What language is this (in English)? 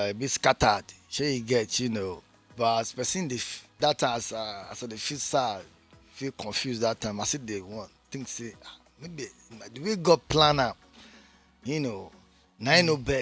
Nigerian Pidgin